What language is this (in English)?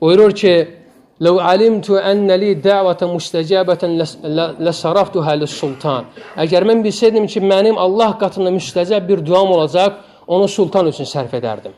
Azerbaijani